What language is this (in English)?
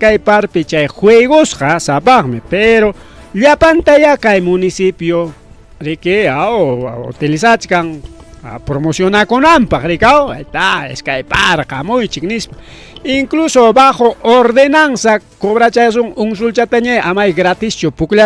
Ayacucho Quechua